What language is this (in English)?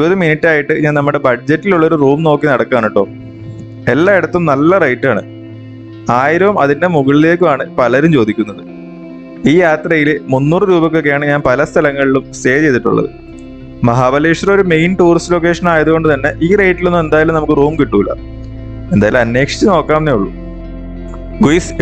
Malayalam